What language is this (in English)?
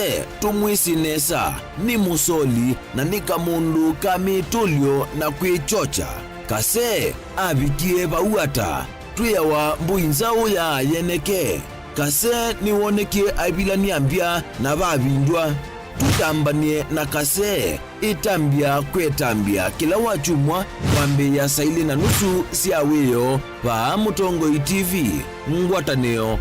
Kamba